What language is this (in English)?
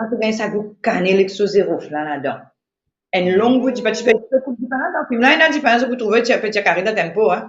Morisyen